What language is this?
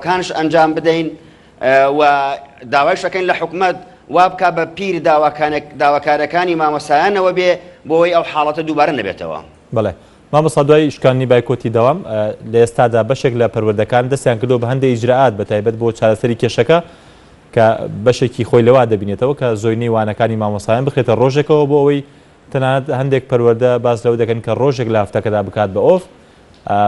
Central Kurdish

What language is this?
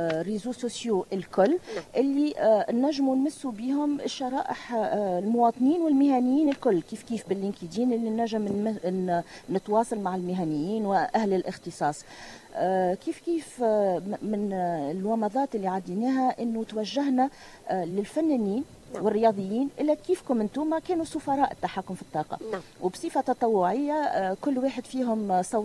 Tunisian Arabic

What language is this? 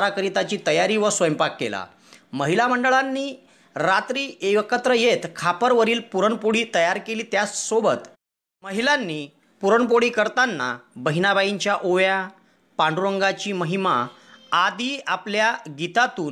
Marathi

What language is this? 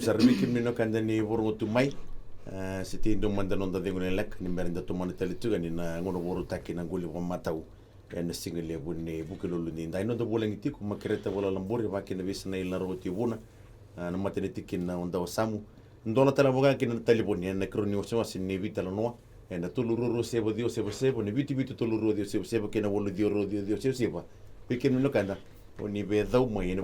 Fijian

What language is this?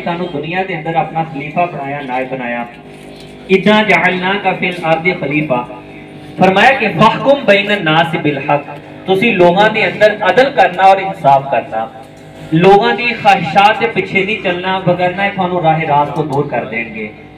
Punjabi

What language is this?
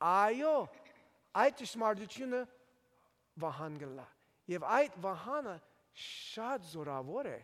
Armenian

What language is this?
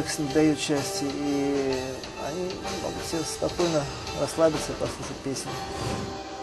Russian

